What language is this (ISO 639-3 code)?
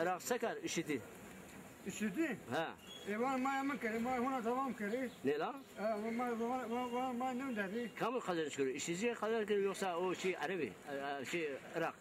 zza